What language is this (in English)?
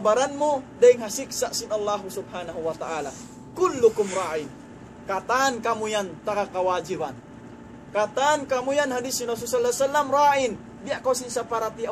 Tausug